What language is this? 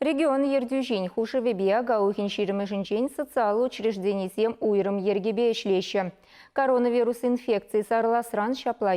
Chuvash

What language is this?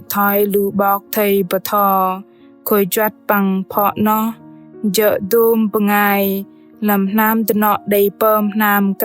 Bahnar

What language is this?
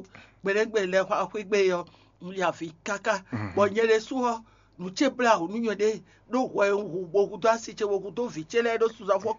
Fon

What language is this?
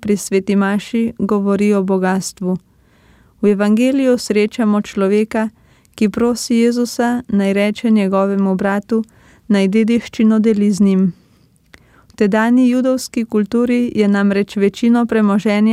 Slovenian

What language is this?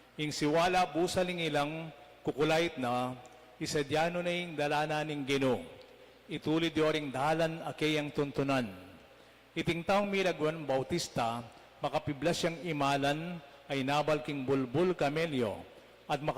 Pampanga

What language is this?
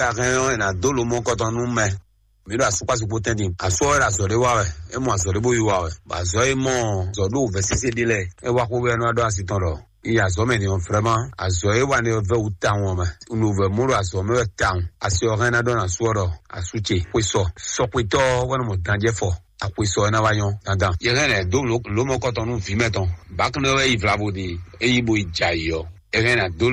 Fon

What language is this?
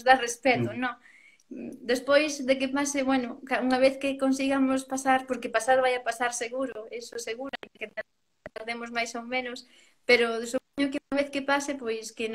Galician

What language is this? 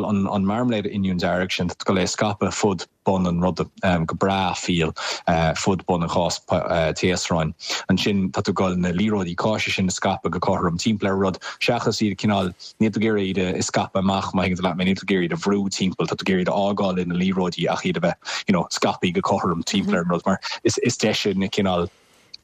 Irish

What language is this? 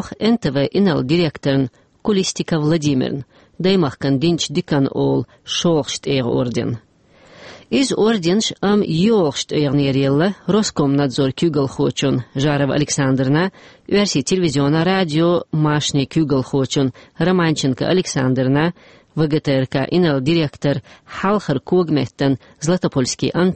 Chechen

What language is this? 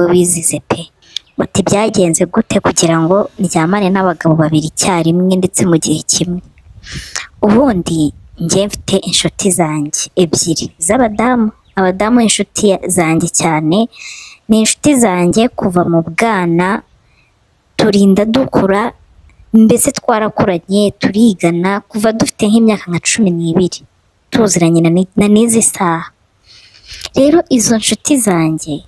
Kinyarwanda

